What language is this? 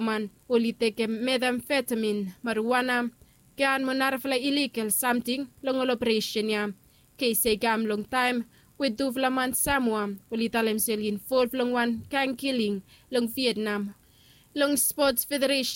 Bislama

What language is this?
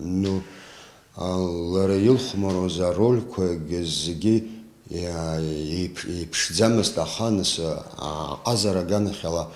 Abkhazian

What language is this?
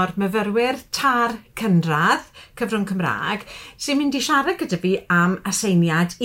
Welsh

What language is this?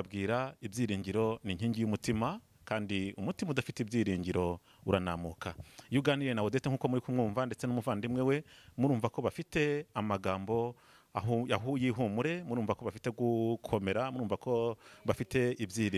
Kinyarwanda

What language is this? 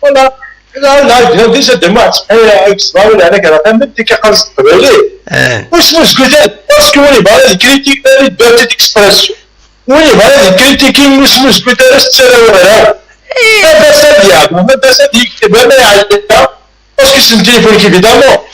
Kabyle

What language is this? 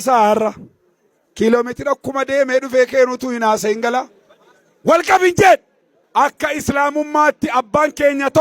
Oromo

